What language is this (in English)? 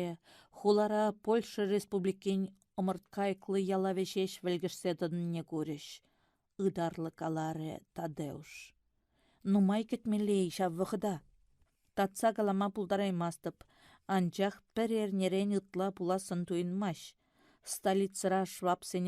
Chuvash